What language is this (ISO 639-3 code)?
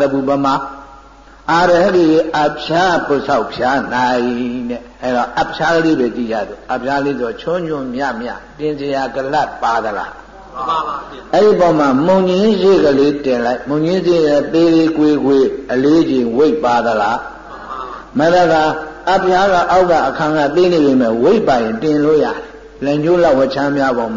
mya